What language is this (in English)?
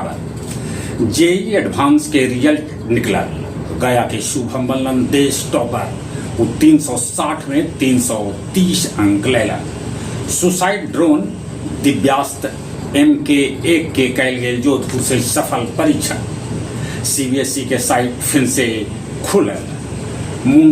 Magahi